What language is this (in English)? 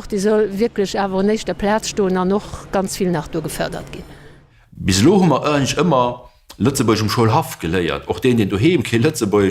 Luxembourgish